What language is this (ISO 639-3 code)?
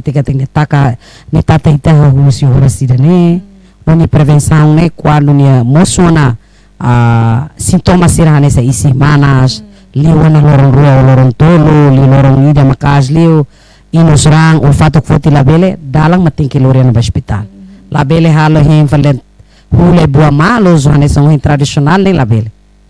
tet